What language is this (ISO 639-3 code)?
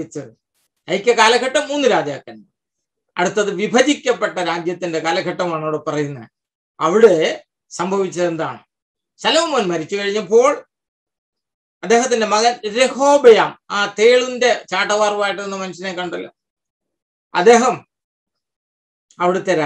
mal